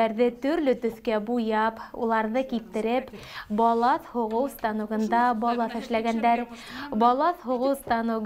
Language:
Bashkir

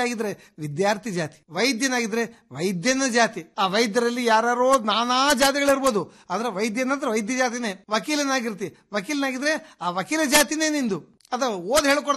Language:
Kannada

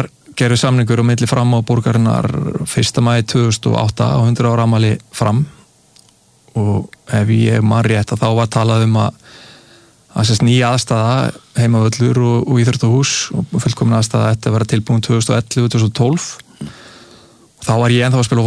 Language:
Icelandic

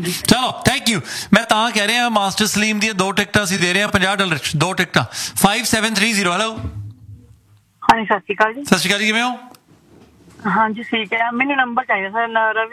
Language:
Punjabi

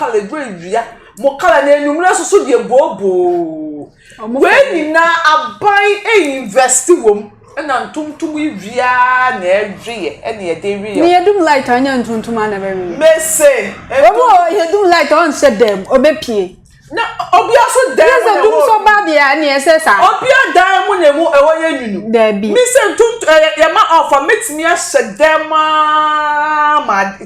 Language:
Akan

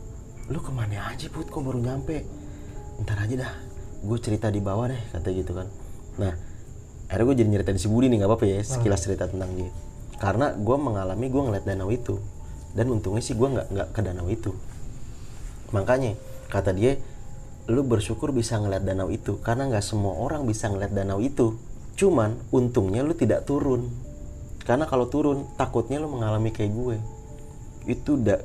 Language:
Indonesian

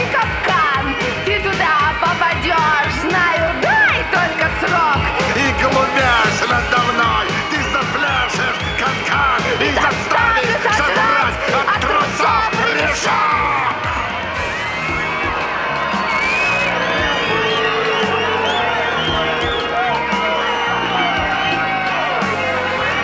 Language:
Russian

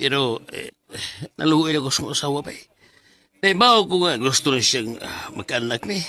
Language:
Cebuano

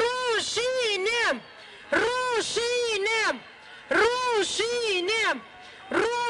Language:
Romanian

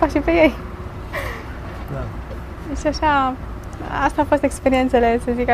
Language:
Romanian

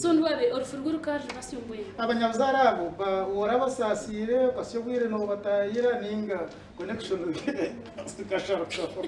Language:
Nyankole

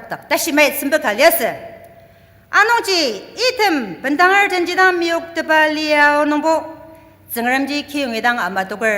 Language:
Ao Naga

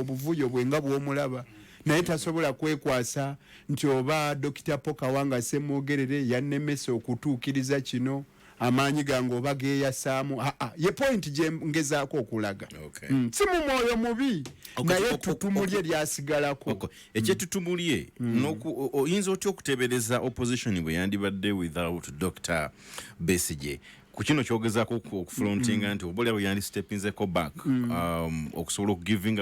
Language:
Ganda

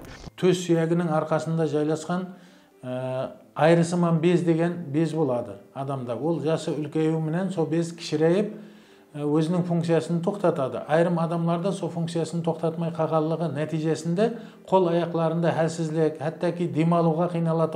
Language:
Kara-Kalpak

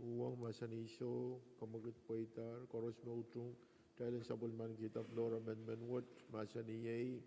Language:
Pohnpeian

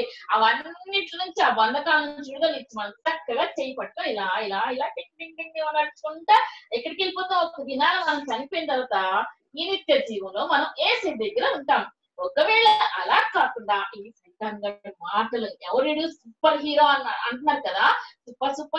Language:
Telugu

